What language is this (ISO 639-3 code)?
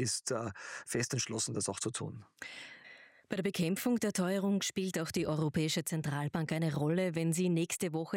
deu